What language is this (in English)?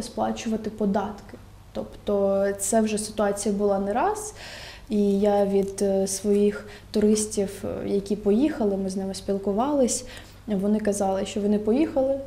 Ukrainian